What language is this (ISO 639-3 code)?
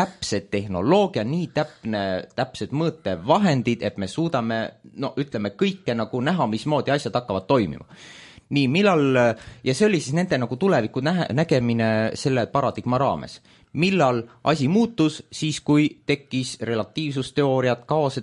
est